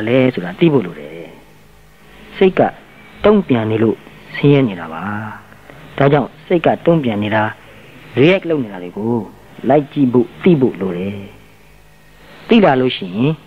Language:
Burmese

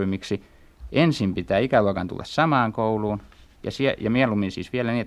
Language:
Finnish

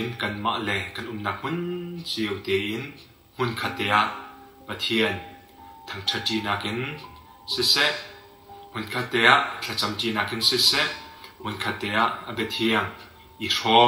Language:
Hakha Chin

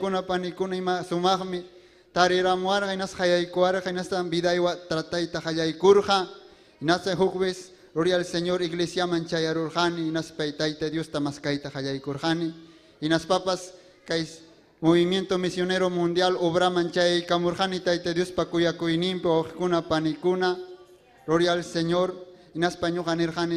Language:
Ayacucho Quechua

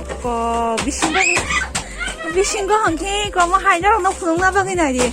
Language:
Kok Borok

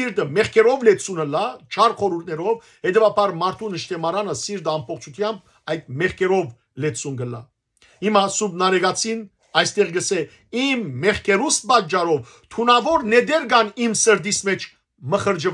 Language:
Western Armenian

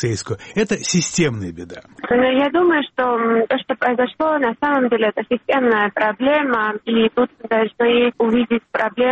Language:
Russian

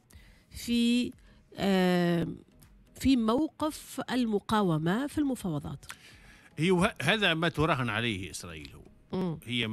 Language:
Tunisian Arabic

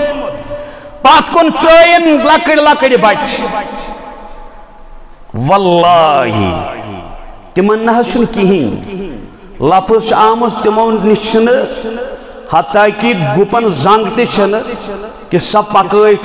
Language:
Kashmiri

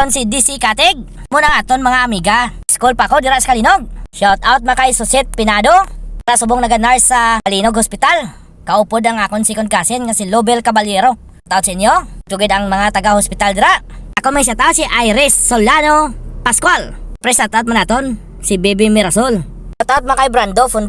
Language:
Hiligaynon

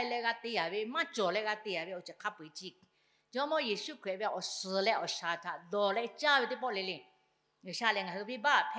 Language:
Lahu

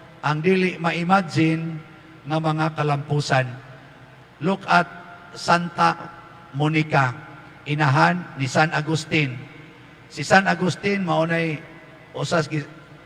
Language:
Cebuano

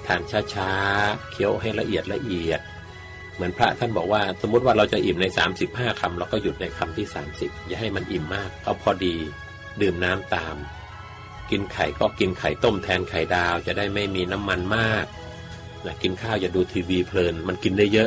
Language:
Thai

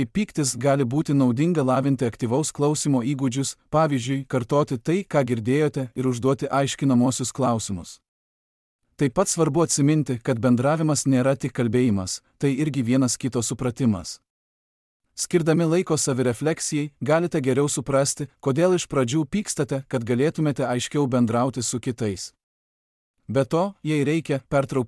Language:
Lithuanian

